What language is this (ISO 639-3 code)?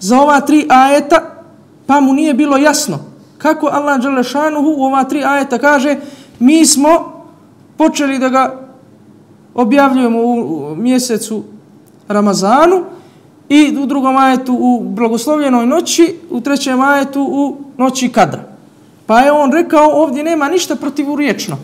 bos